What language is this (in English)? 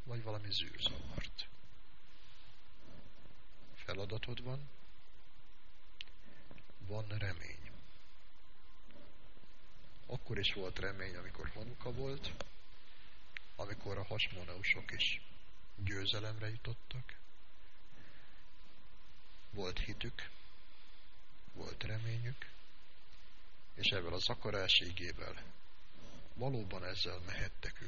Hungarian